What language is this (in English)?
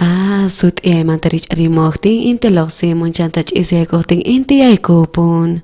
South Bolivian Quechua